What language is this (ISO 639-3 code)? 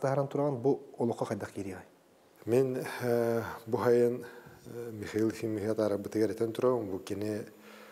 sah